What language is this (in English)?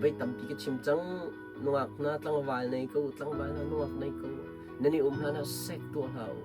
Hakha Chin